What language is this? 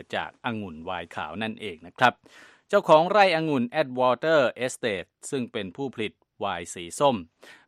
Thai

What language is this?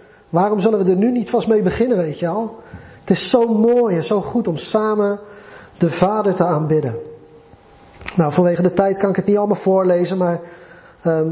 Dutch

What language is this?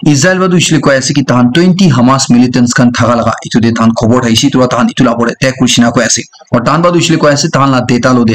Naga Pidgin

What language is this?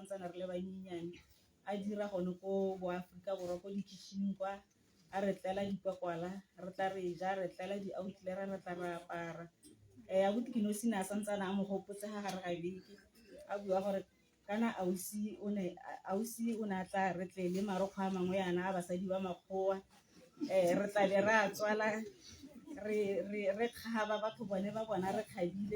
Tswana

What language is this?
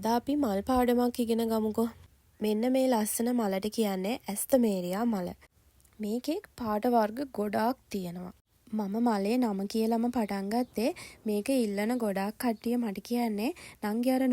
Sinhala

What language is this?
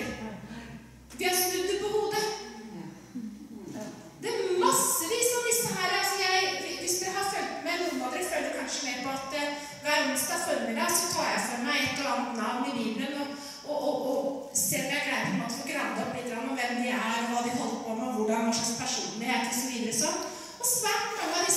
Norwegian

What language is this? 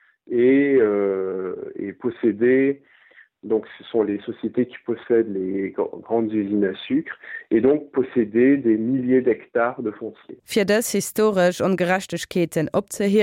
Luxembourgish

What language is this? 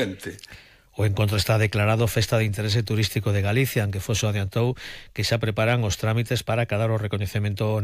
Galician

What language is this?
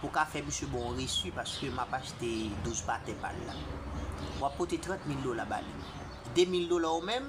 Haitian Creole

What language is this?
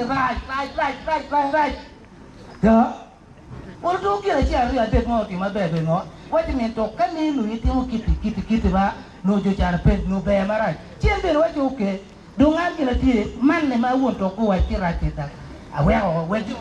Acoli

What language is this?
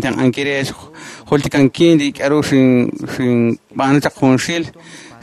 Kekchí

